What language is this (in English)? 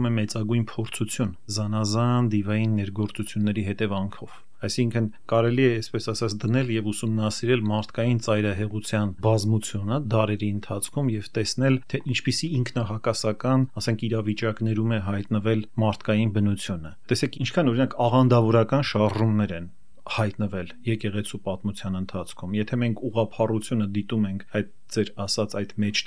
Armenian